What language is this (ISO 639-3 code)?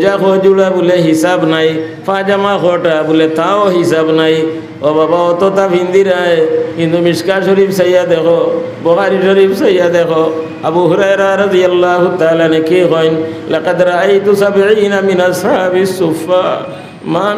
syl